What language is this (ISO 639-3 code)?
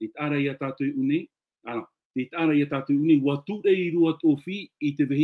tah